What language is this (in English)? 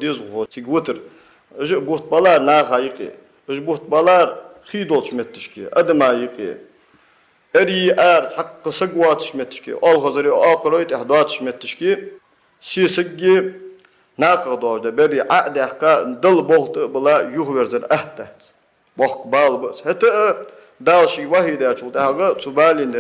Ingush